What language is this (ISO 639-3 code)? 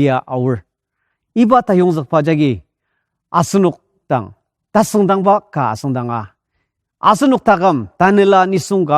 njo